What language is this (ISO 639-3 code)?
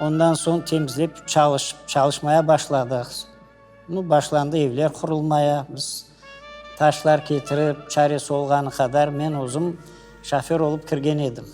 crh